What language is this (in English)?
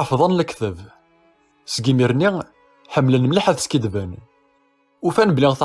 Kabyle